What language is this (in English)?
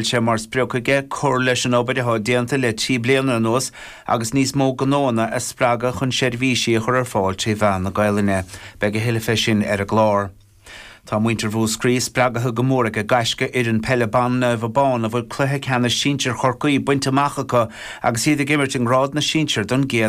Irish